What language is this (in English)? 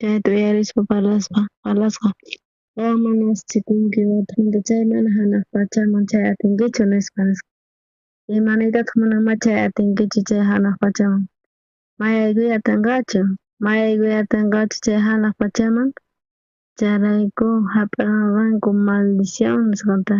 South Bolivian Quechua